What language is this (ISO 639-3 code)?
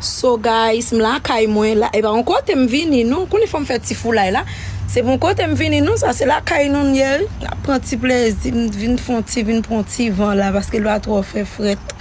hat